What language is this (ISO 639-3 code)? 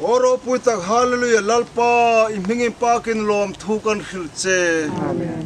hmr